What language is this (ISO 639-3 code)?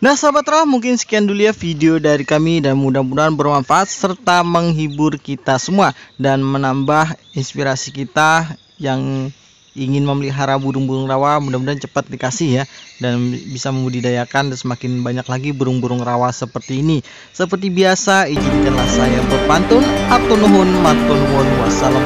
ind